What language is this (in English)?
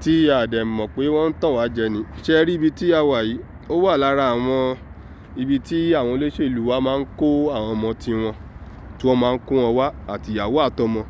Yoruba